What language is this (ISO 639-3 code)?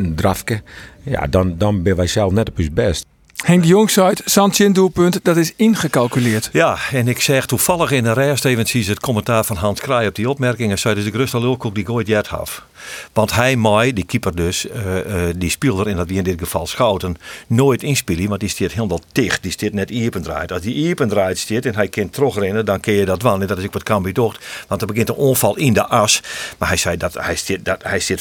fry